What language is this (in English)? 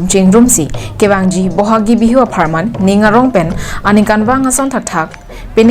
Karbi